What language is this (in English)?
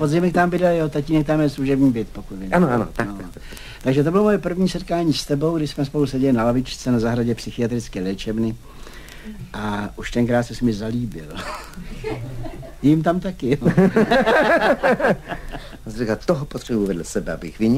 Czech